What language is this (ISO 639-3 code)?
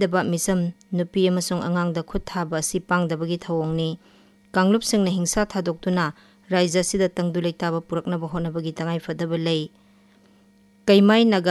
mni